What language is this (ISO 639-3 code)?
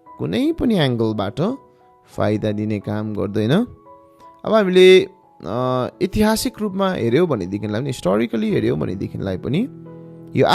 nep